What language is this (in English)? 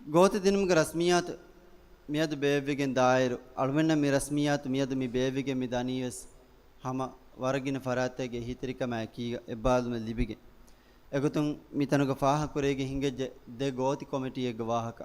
Divehi